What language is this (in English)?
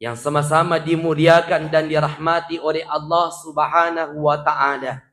Buginese